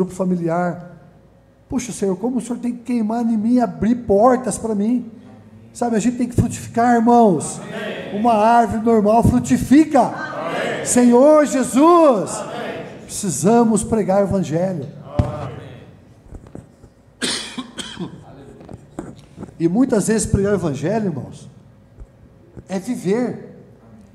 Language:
Portuguese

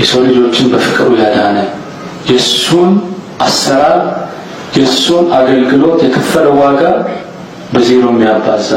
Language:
Amharic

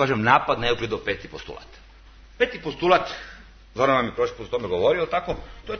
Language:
Serbian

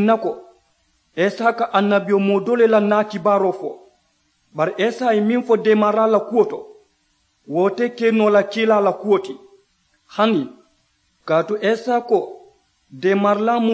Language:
Mandingo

